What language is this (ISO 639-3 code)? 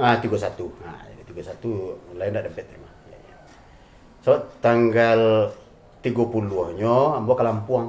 min